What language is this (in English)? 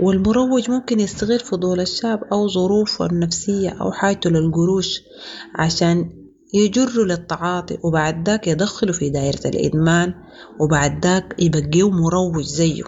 Sudanese Arabic